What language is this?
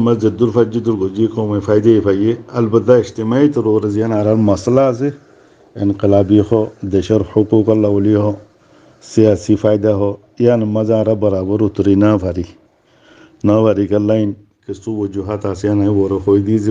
Rohingya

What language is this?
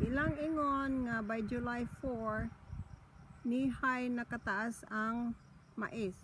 Cebuano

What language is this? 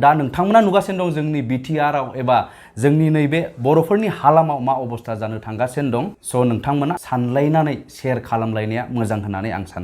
Bodo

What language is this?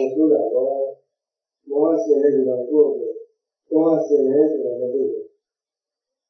Burmese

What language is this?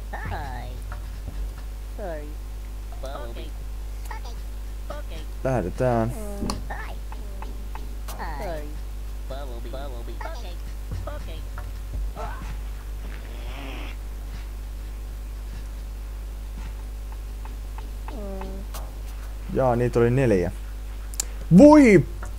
Finnish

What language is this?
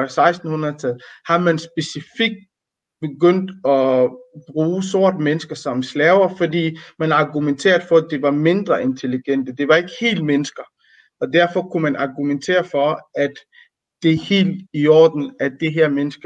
Danish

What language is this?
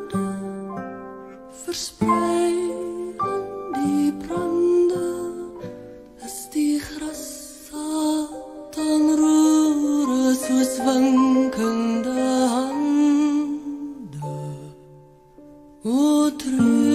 Afrikaans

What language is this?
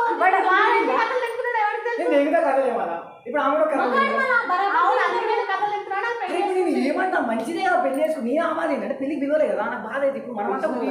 Telugu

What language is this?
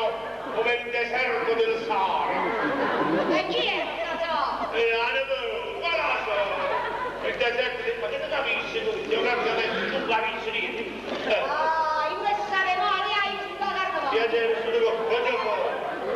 Neapolitan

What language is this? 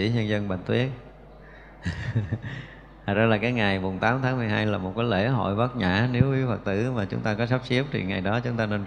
Vietnamese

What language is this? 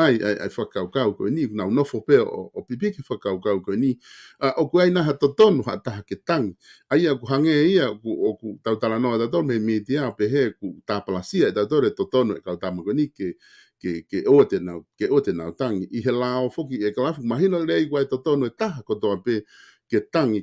Tongan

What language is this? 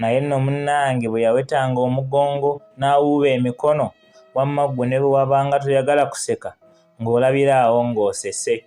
Ganda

